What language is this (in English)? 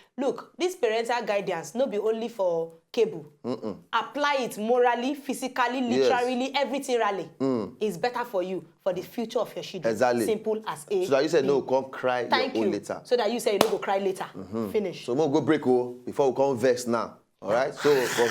Nigerian Pidgin